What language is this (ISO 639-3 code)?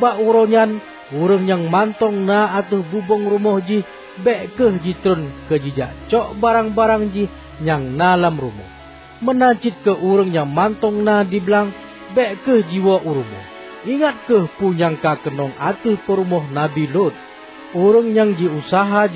ace